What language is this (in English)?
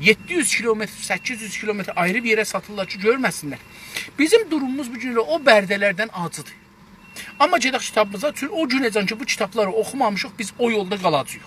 South Azerbaijani